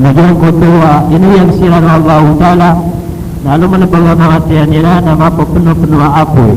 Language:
Maranao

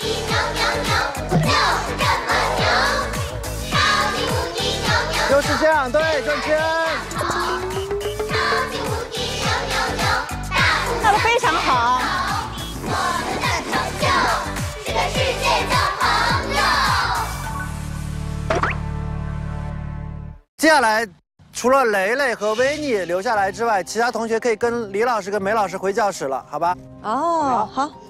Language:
Chinese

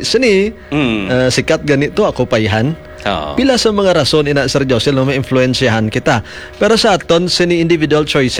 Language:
Hiligaynon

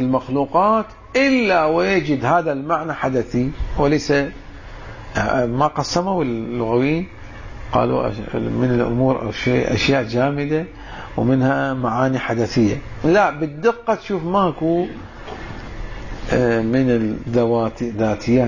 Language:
Arabic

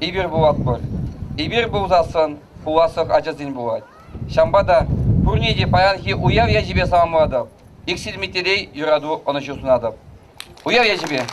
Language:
Chuvash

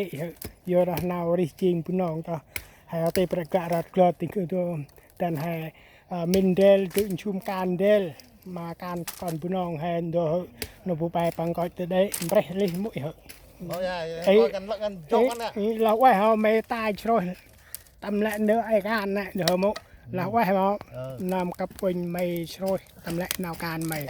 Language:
Central Mnong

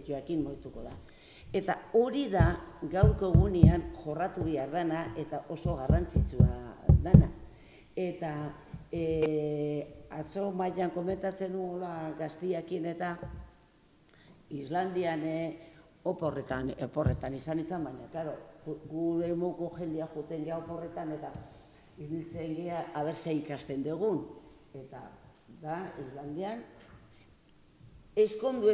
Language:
Basque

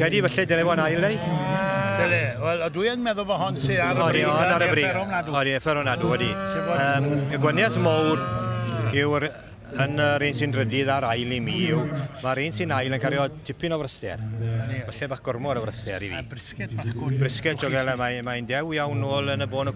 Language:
Welsh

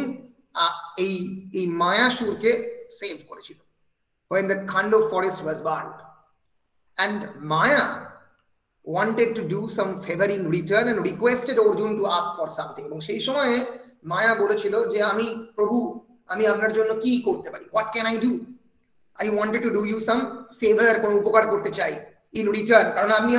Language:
Bangla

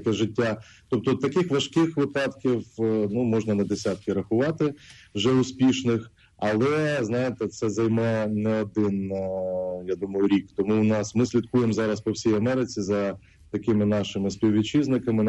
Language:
Ukrainian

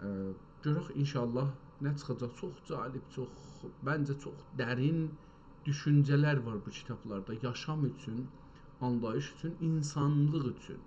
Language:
South Azerbaijani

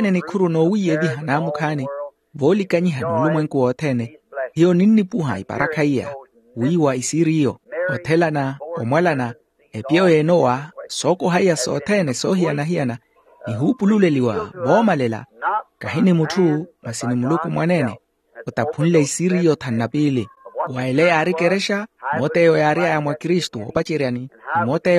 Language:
Makhuwa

